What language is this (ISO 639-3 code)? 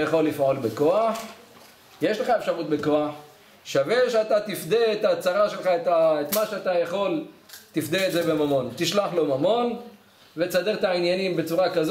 heb